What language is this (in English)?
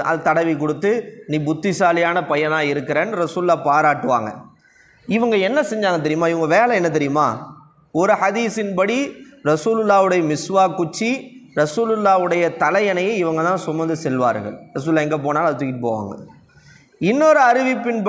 Tamil